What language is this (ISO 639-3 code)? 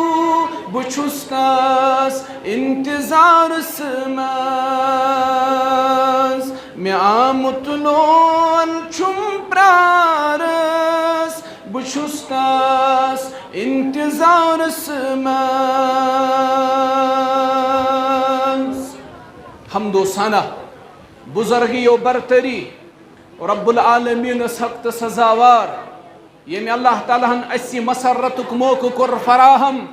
kas